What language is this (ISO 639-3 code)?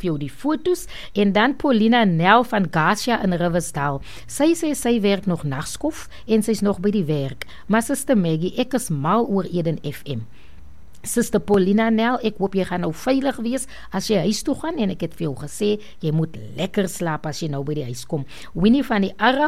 afr